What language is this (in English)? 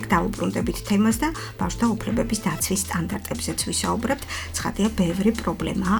Georgian